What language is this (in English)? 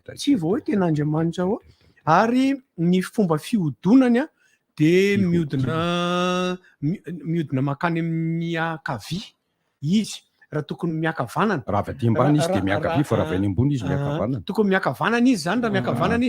Malagasy